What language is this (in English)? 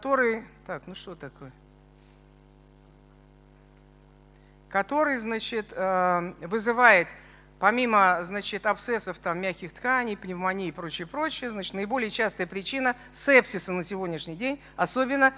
Russian